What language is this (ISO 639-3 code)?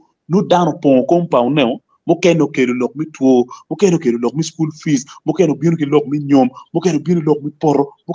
ach